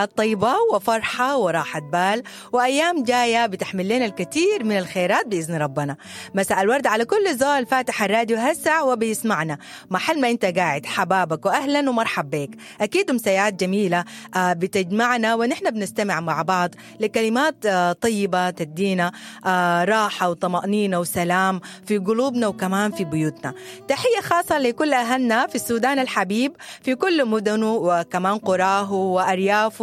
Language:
Sudanese Arabic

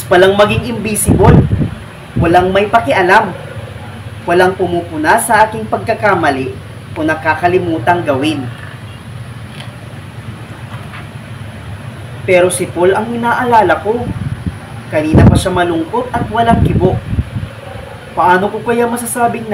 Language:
Filipino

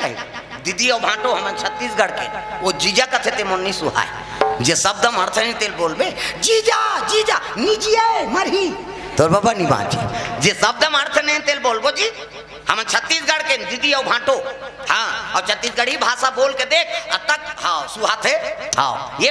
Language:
Chhattisgarhi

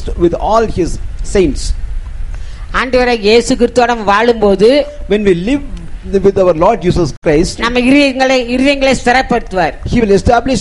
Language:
Tamil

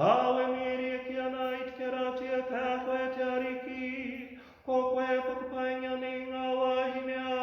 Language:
Māori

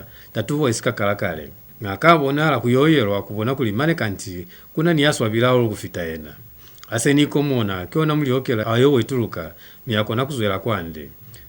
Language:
Lozi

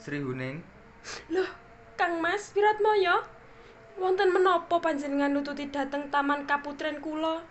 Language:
Javanese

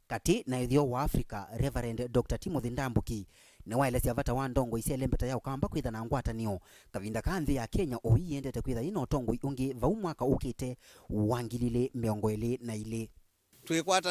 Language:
Kamba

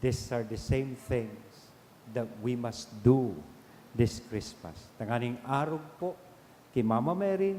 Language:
Bikol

